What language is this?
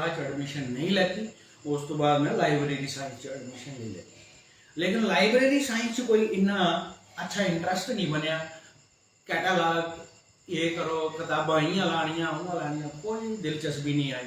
Dogri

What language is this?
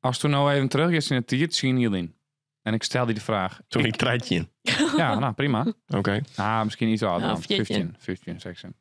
Western Frisian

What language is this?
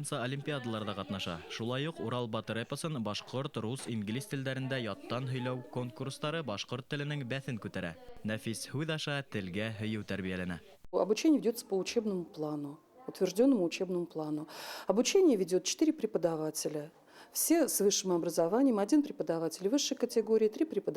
Bashkir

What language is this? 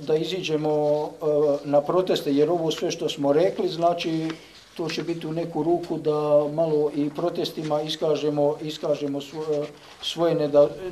Bosnian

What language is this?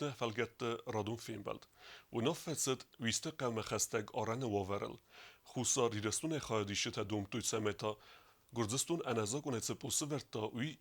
Ossetic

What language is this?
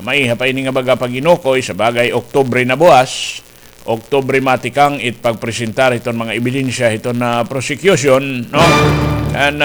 Waray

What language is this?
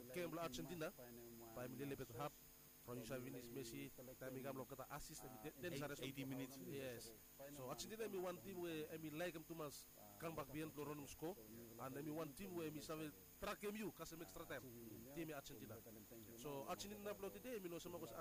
Bislama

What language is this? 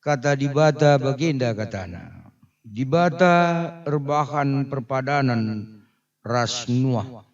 Batak Karo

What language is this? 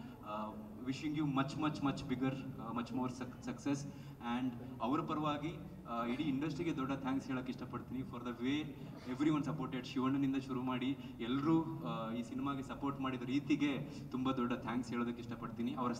Kannada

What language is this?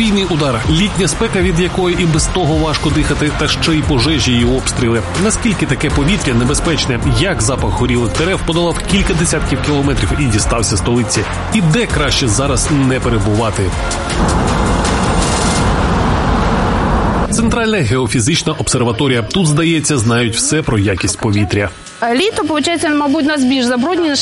Ukrainian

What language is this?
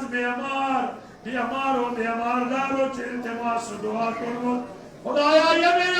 Kashmiri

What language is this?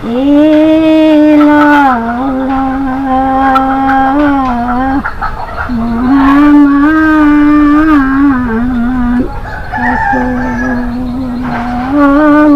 Musi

